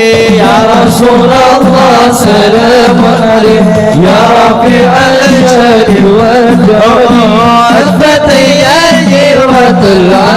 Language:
Banjar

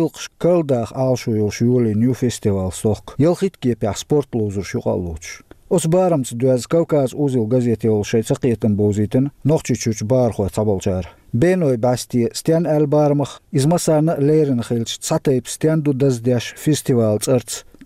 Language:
Chechen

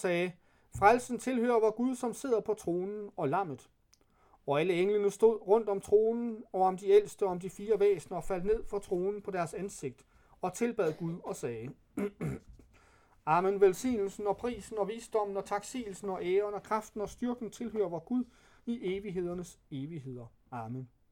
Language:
Danish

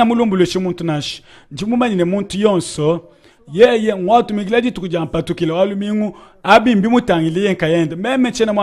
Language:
Luba-Lulua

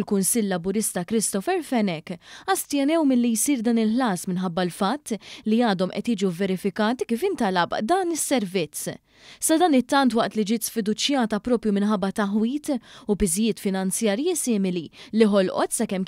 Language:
Maltese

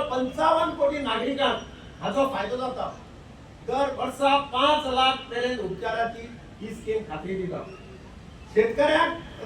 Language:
Konkani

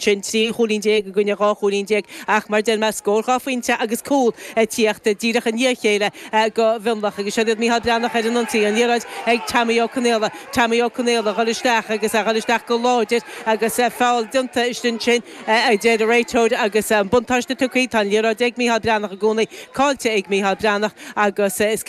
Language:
Irish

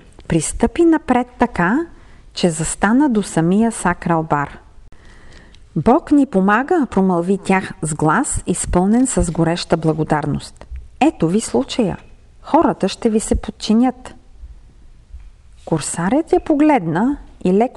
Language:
Bulgarian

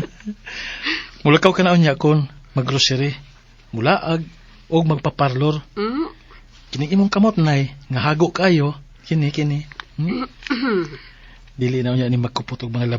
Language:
Cebuano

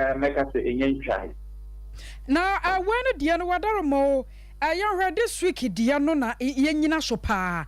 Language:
Akan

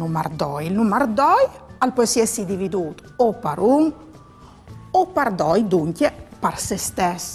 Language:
Friulian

